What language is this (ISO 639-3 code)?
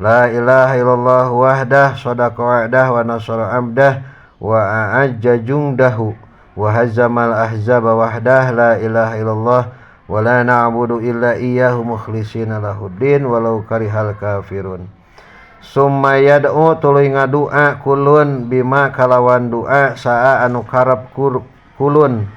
sun